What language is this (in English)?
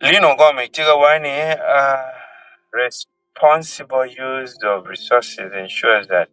Acoli